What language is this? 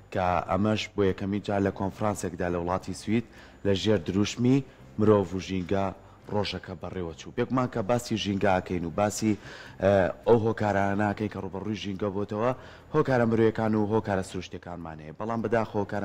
Central Kurdish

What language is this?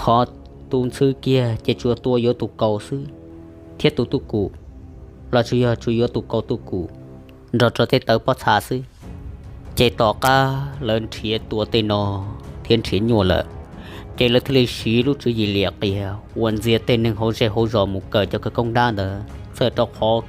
Hmong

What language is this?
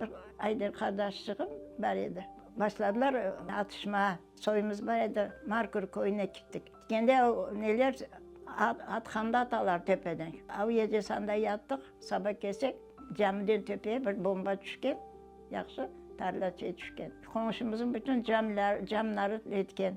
Crimean Tatar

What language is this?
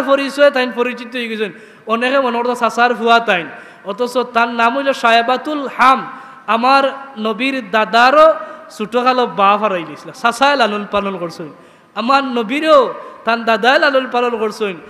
Sylheti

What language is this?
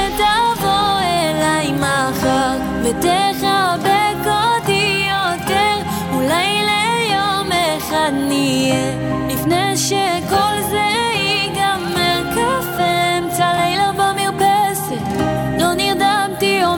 Hebrew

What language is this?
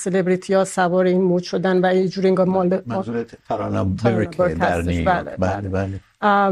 Persian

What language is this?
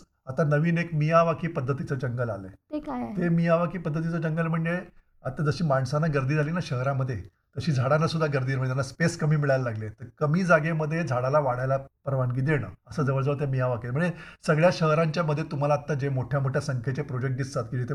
Marathi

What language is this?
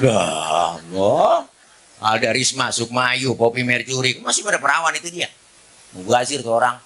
Betawi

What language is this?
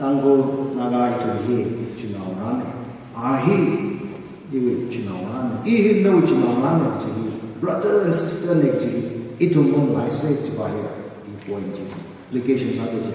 Tangkhul Naga (India)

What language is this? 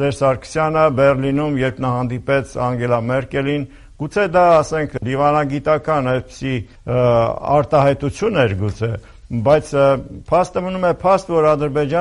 Armenian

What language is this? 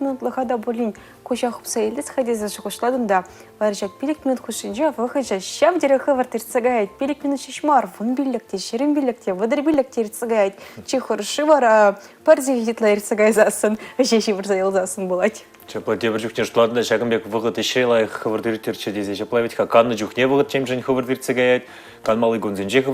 Chuvash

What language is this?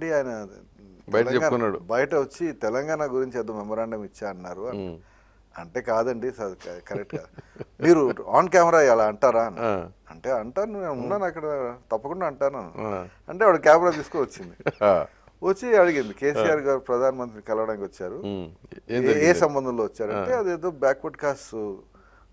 Telugu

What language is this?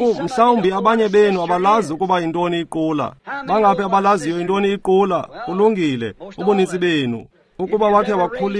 Xhosa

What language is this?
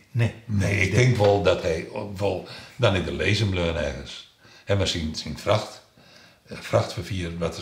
Western Frisian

